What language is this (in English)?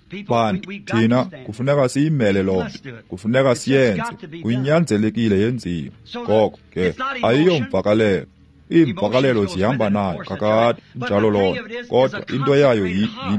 Xhosa